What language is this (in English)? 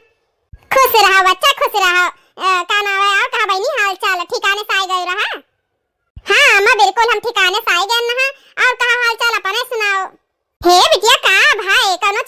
Awadhi